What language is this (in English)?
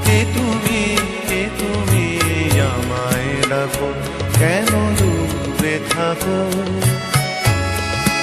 Bangla